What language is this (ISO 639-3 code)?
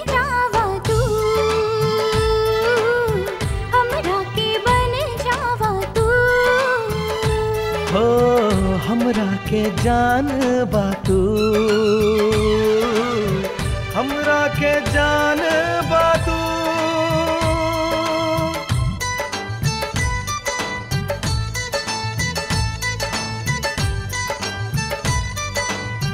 bho